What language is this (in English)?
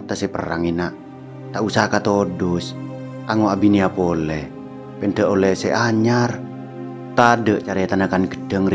Madurese